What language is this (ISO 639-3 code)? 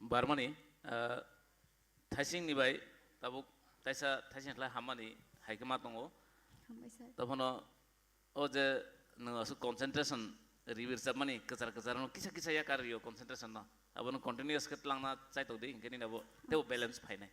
trp